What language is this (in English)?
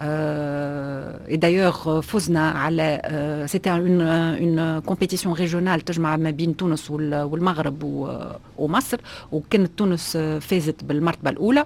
Tunisian Arabic